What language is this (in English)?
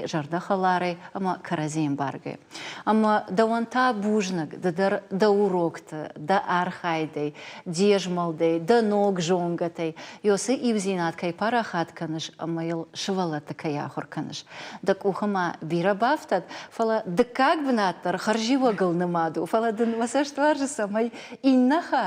Ossetic